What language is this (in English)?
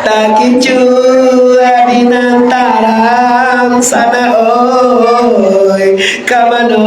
Minangkabau